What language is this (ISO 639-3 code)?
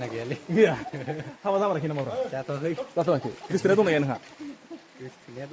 brx